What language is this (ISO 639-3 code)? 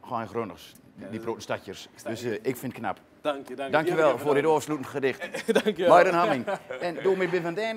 gos